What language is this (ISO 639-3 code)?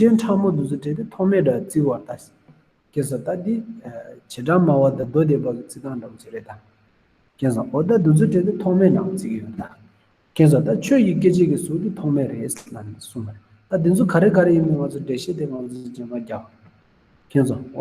bod